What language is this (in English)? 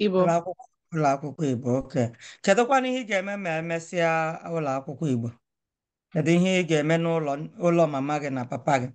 Igbo